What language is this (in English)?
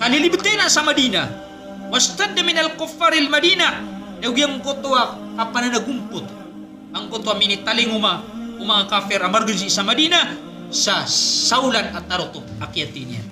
Maranao